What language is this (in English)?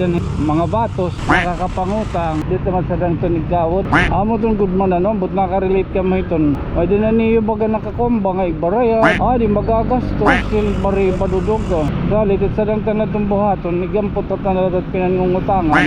Waray